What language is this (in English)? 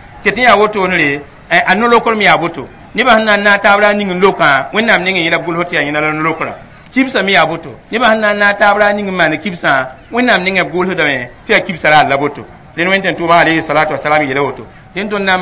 Mossi